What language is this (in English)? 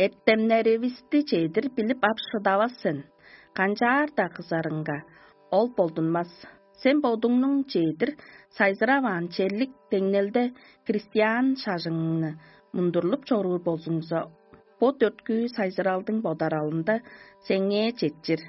Tuvinian